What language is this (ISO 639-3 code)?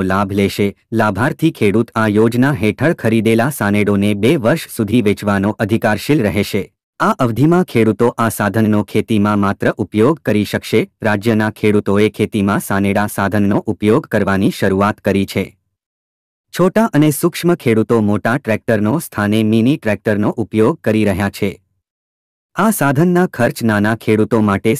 guj